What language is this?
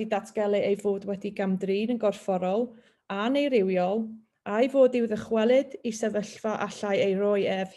Welsh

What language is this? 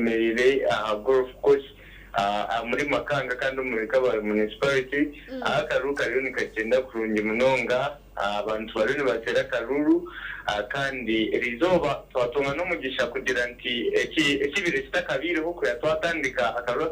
Nyankole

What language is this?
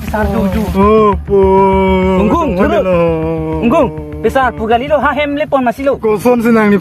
Karbi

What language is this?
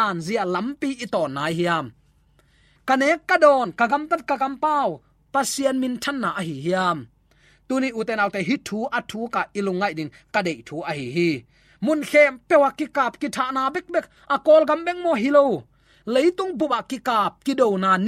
Tedim Chin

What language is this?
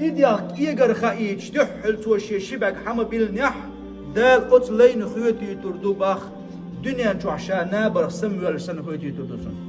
Chechen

